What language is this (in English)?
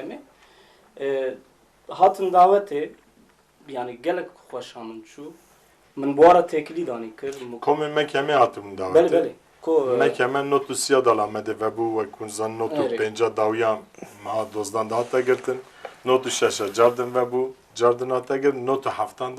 Kurdish